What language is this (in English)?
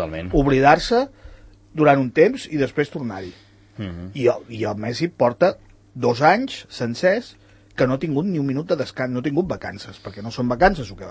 Catalan